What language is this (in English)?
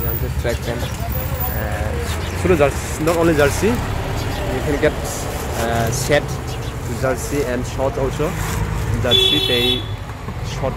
Kok Borok